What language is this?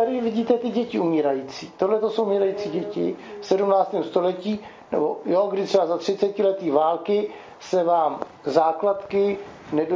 Czech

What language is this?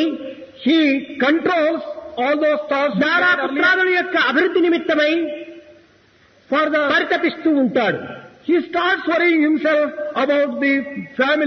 Telugu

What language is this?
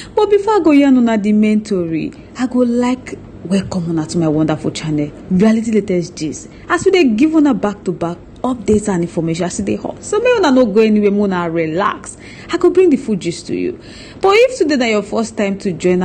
Nigerian Pidgin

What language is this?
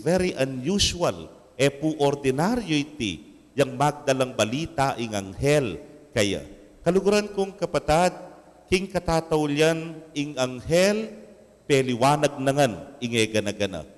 Pampanga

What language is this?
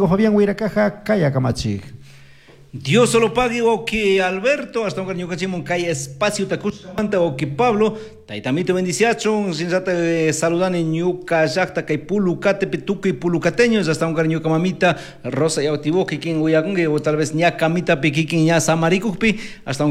Chimborazo Highland Quichua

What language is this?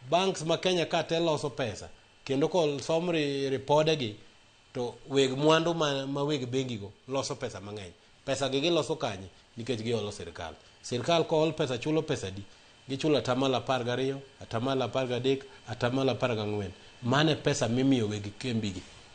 Luo (Kenya and Tanzania)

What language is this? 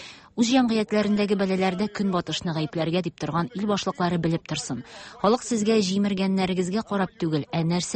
Tatar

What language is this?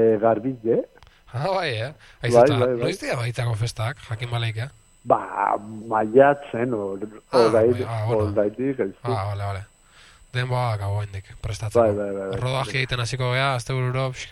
Basque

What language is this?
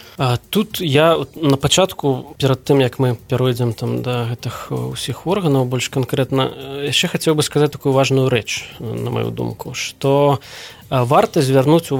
Belarusian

